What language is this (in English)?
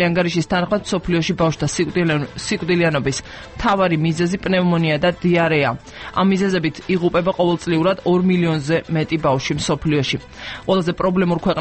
Georgian